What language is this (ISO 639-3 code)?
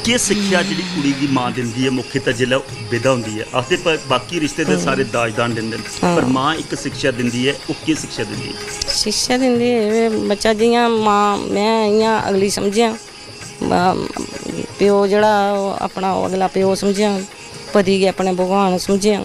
doi